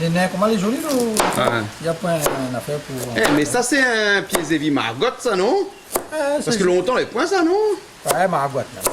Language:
Réunion Creole French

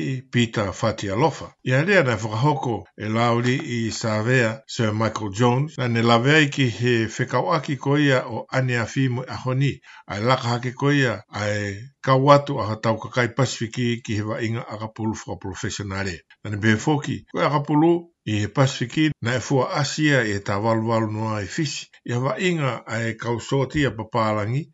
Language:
Tongan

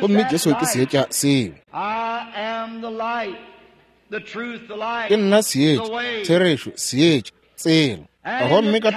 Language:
Northern Sotho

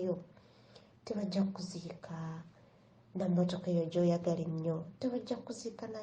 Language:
Ganda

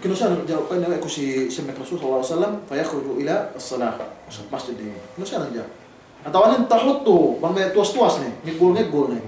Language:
Yakan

